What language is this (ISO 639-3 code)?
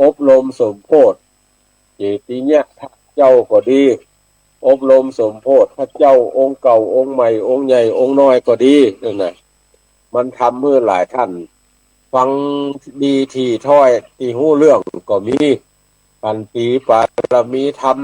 nod